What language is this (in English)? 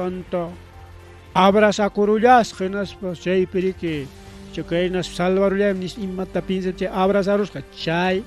Ayacucho Quechua